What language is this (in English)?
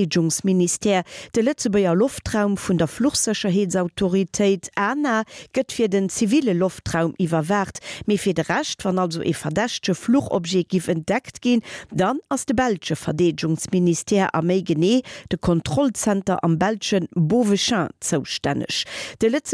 Luxembourgish